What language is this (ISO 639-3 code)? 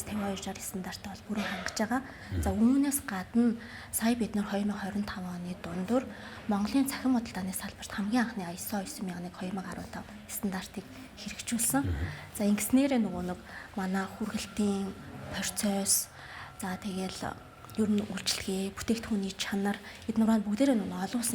mon